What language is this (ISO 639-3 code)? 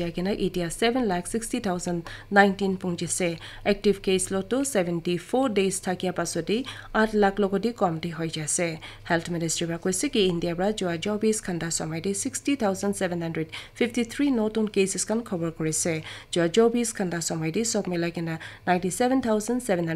nag